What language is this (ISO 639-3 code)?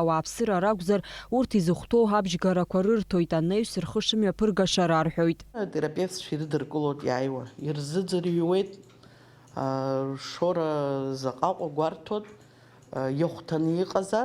abk